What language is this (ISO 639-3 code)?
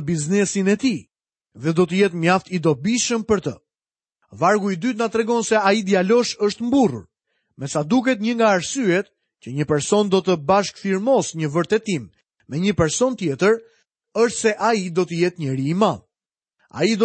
sqi